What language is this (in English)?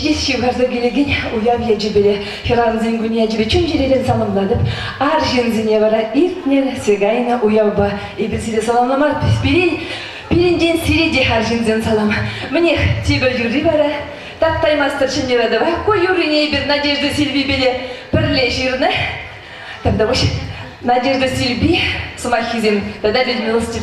Chuvash